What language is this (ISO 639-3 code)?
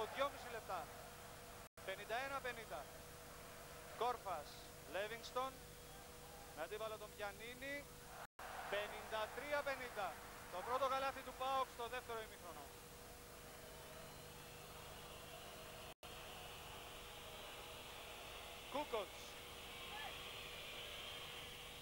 ell